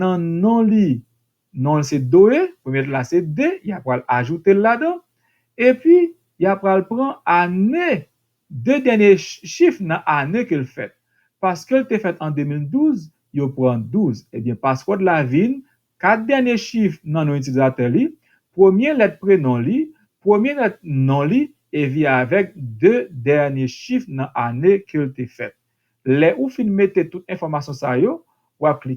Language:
Haitian Creole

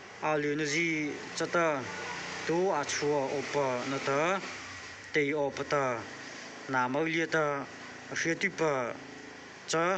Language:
Mara Chin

